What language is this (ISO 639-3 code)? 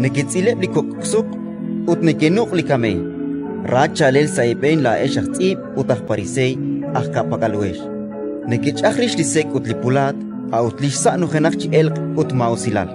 kek